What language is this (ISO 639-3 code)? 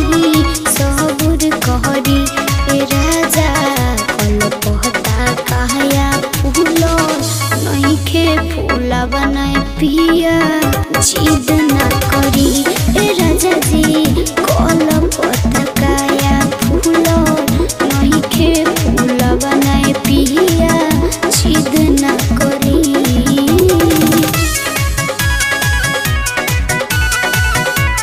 bho